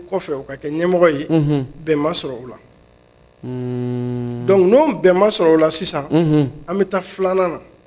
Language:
Bambara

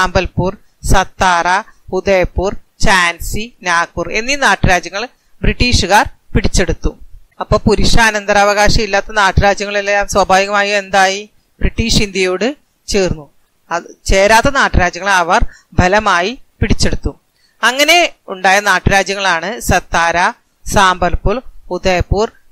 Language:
Malayalam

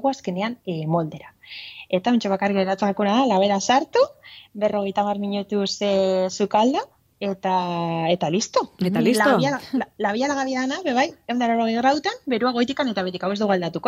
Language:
Basque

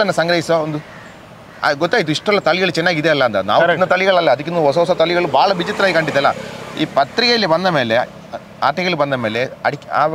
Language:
Kannada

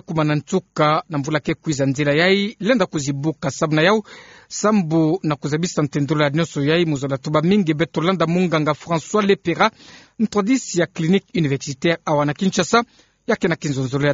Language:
Kituba (Democratic Republic of Congo)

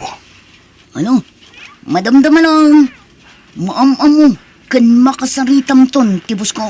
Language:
Iloko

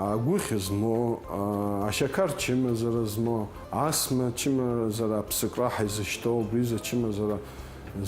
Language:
Abkhazian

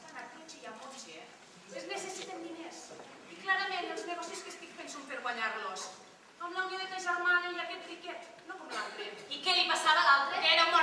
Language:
Catalan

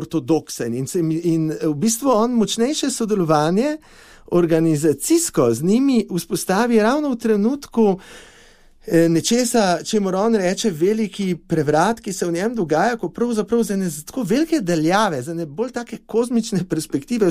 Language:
Slovenian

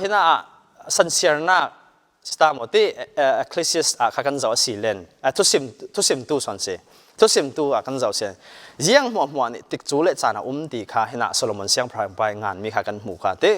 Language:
Falam Chin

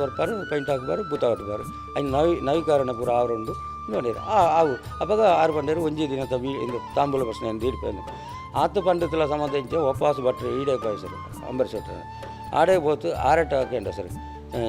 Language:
Tulu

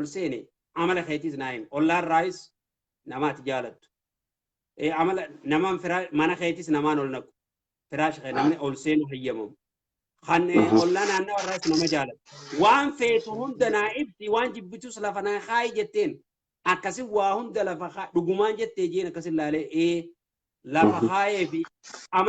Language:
Oromo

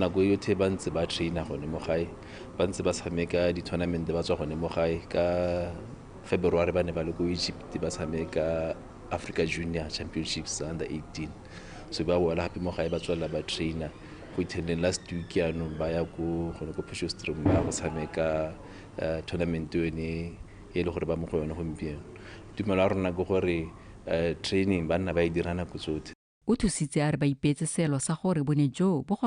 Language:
Tswana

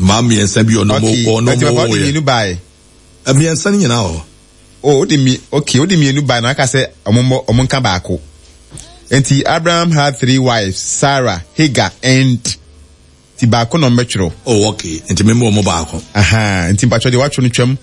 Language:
Akan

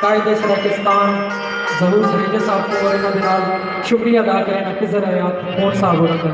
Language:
Saraiki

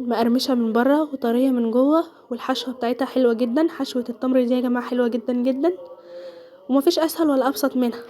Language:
Egyptian Arabic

